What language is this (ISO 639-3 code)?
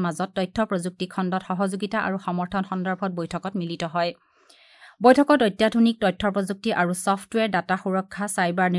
asm